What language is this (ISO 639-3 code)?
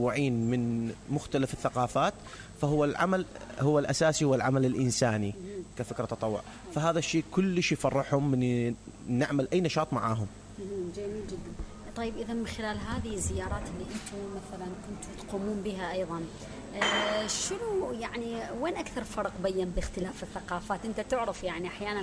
acm